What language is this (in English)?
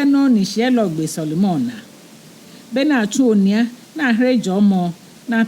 Ga